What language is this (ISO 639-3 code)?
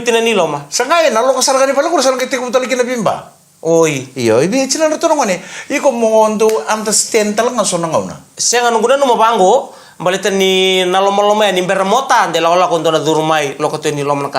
fij